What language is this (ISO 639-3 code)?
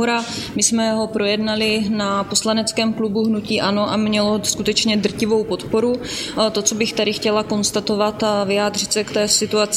ces